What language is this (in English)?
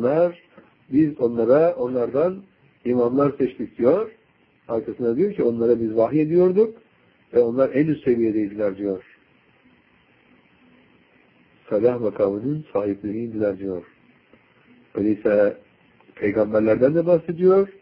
Turkish